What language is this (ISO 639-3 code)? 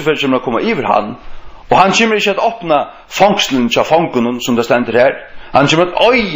fao